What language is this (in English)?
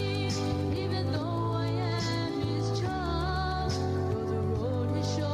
Gilbertese